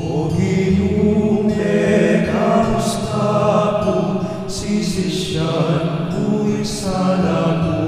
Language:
Pampanga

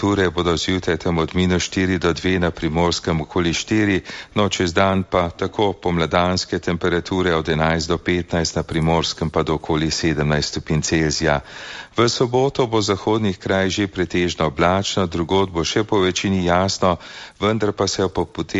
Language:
Slovenian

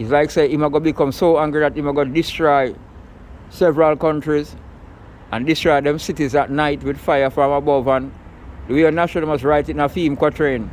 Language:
Jamaican Creole English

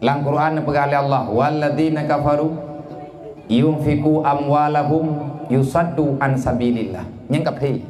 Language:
Achinese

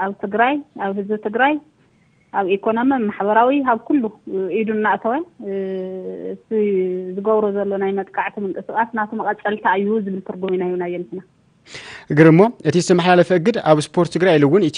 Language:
Tigrinya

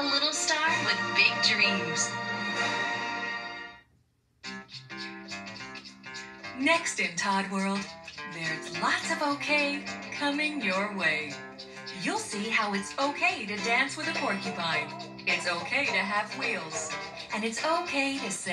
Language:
English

